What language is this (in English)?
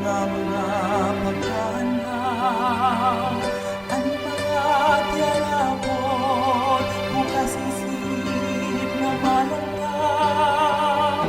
Waray